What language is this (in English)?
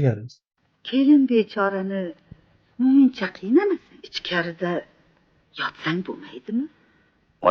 Uzbek